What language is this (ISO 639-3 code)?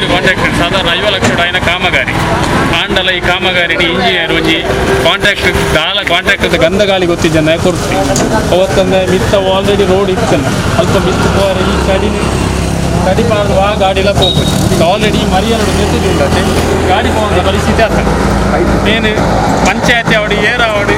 tcy